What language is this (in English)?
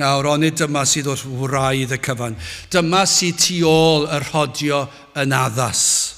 Welsh